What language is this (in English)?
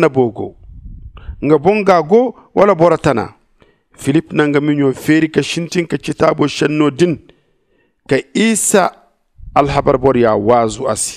Zarma